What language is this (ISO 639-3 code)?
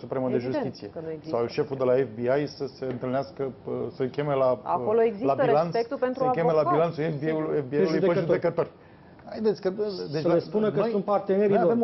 ron